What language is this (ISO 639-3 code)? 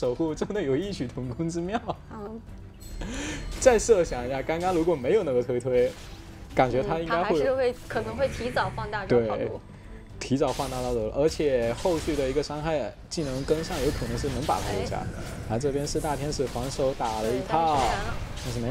zho